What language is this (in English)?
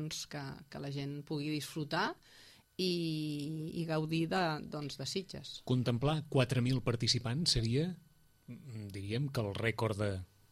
Catalan